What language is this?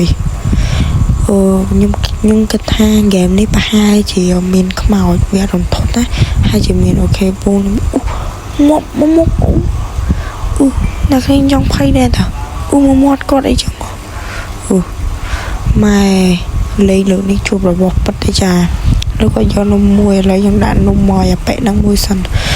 Khmer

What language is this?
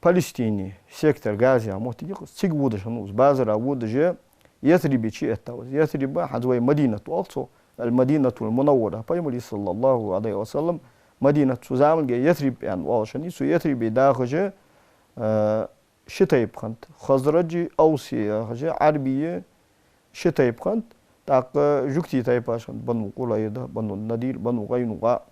Ingush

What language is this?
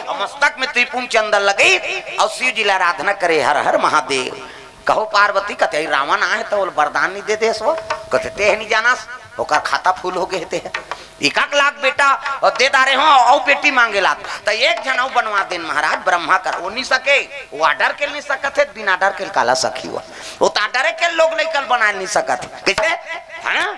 Chhattisgarhi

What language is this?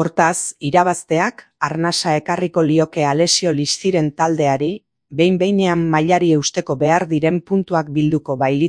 Basque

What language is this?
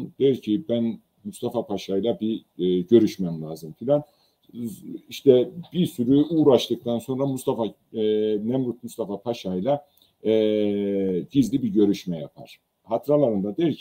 Turkish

